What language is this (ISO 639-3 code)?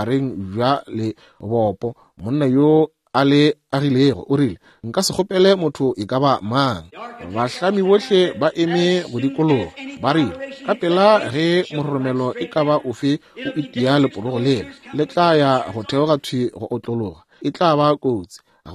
nso